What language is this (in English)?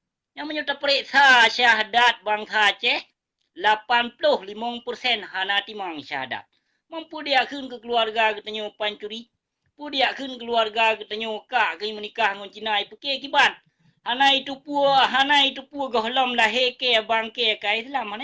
Achinese